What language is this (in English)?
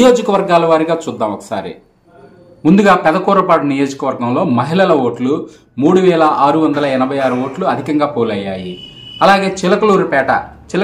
Telugu